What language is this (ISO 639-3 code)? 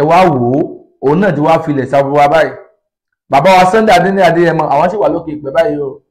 yor